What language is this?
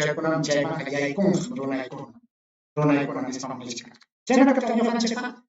Ayacucho Quechua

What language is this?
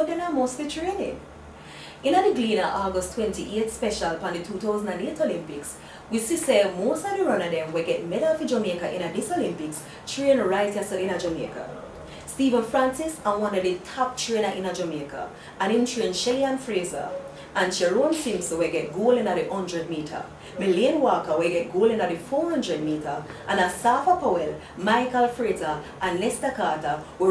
Jamaican Creole English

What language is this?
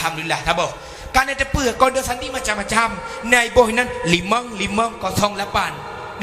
Achinese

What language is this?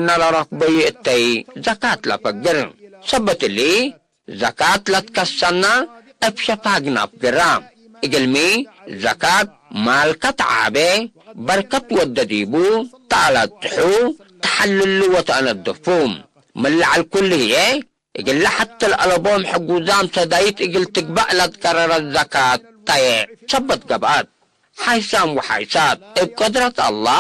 Tigre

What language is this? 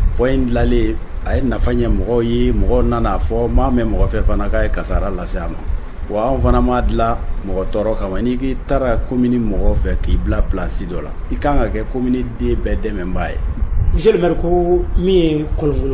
Bambara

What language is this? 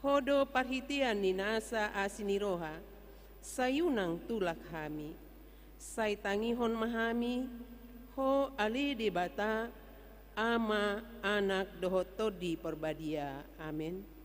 Batak Toba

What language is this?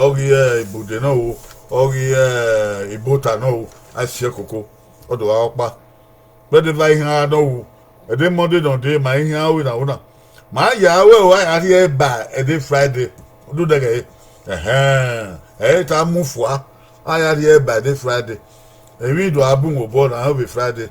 Bini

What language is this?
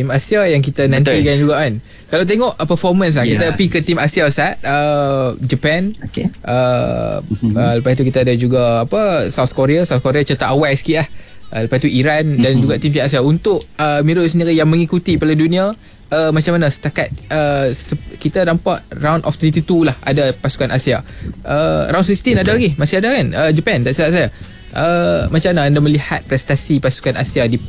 Malay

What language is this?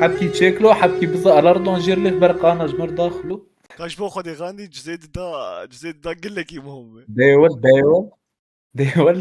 Kurdish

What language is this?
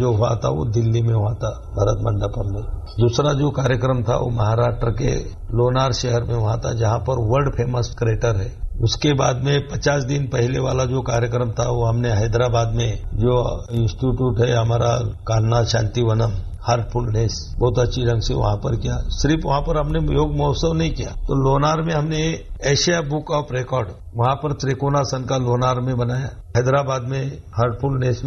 Hindi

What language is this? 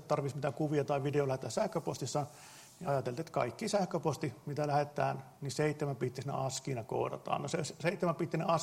Finnish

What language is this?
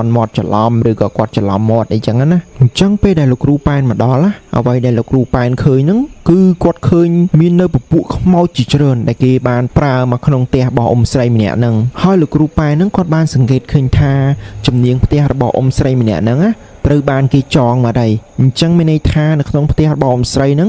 Khmer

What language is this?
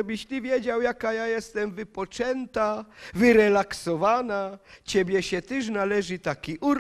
Silesian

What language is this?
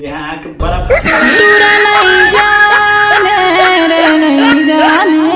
Chhattisgarhi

